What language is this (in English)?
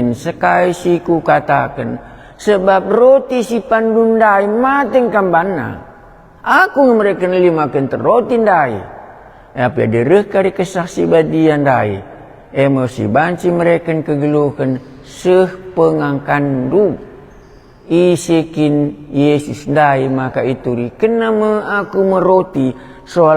Batak Karo